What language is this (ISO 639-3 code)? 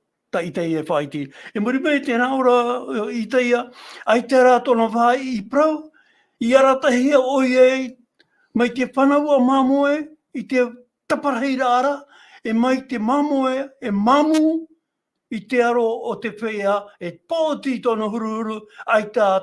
tah